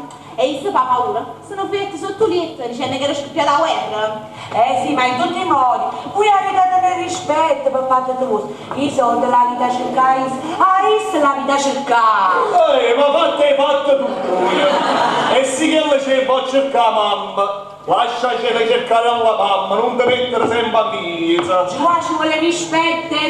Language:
Neapolitan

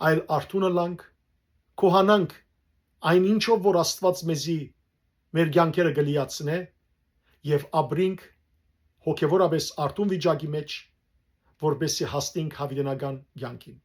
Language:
Western Armenian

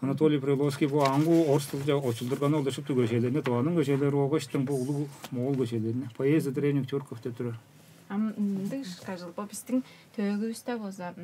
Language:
Tuvinian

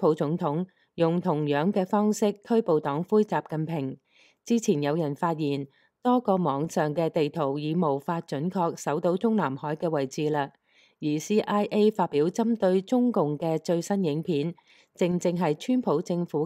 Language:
Cantonese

